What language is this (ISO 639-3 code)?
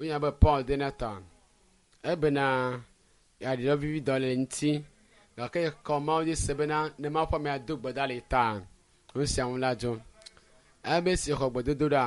ewe